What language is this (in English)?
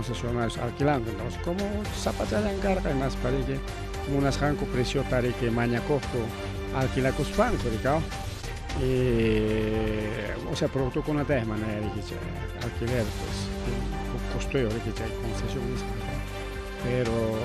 Ayacucho Quechua